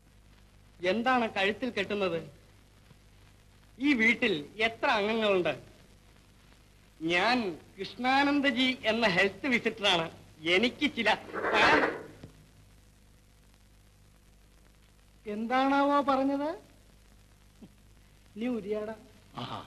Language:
Malayalam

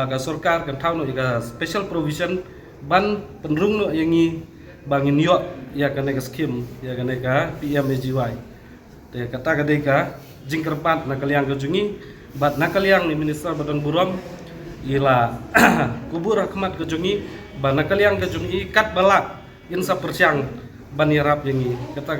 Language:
Khasi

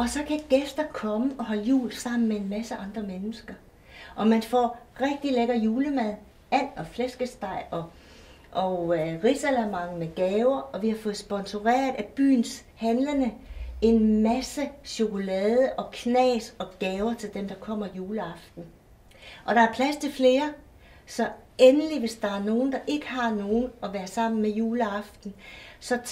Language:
Danish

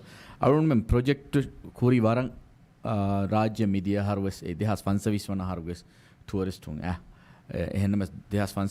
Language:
Divehi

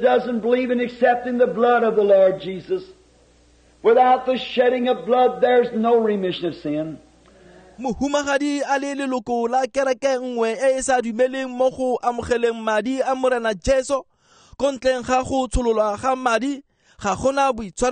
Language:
Tswana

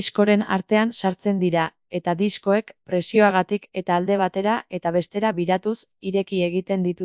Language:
Basque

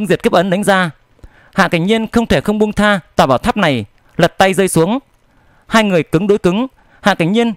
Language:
Vietnamese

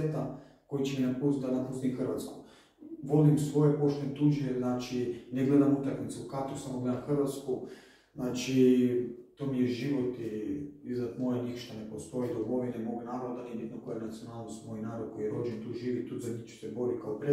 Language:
Croatian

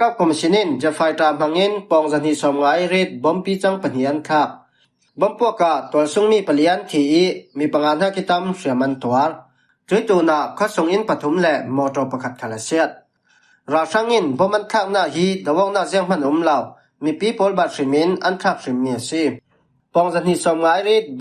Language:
Falam Chin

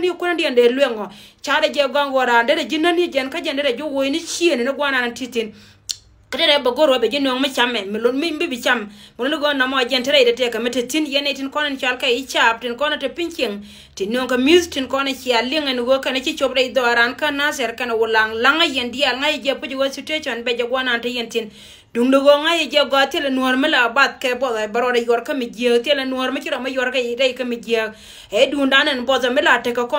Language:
Nuer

